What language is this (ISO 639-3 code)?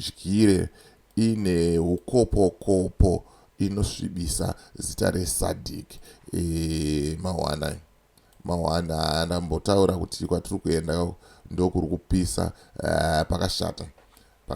sna